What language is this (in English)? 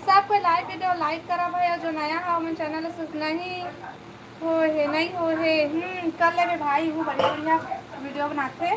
Chhattisgarhi